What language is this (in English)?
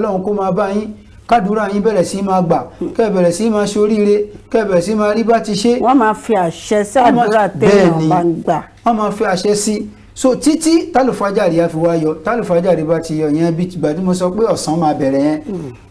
Yoruba